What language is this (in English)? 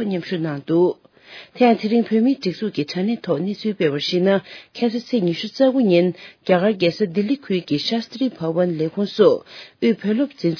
Tibetan